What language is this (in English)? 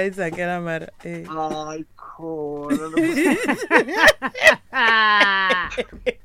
Tsonga